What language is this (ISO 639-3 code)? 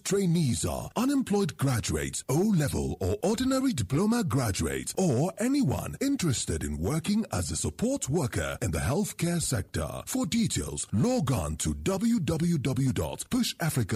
pcm